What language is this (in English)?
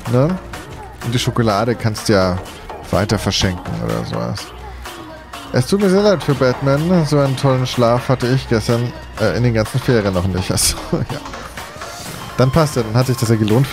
German